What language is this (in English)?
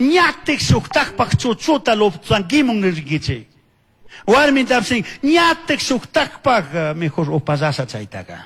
Chimborazo Highland Quichua